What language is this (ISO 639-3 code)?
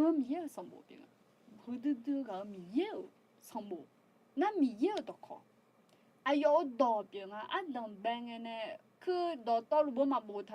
ahk